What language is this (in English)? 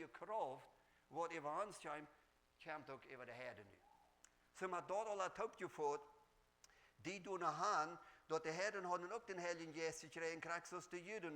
Plautdietsch